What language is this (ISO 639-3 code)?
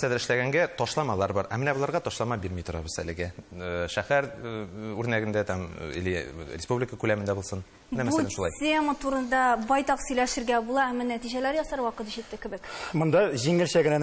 tat